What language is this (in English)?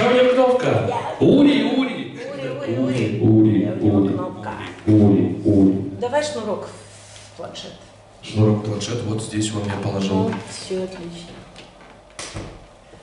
Russian